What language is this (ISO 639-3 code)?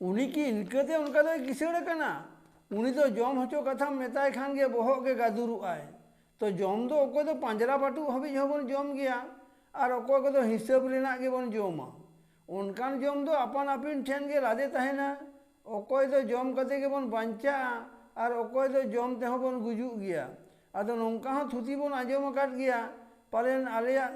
sat